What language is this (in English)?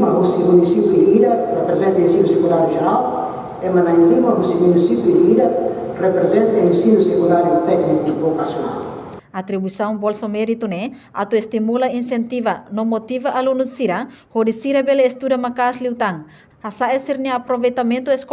Tetum